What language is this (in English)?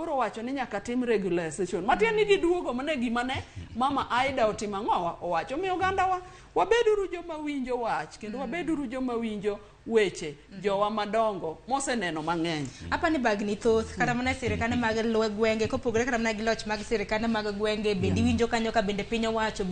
Luo (Kenya and Tanzania)